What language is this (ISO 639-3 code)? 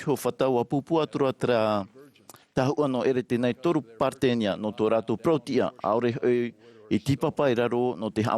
tah